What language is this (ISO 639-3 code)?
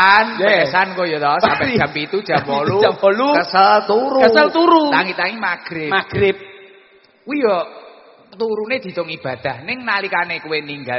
jav